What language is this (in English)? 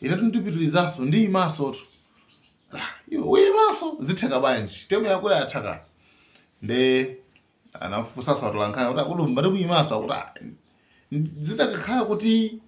Nyanja